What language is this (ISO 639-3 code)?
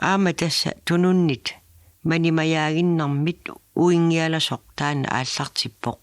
kal